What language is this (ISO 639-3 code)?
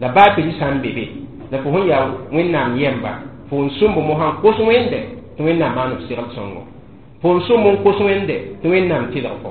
mos